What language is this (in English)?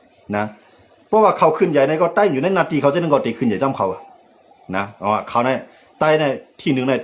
Shan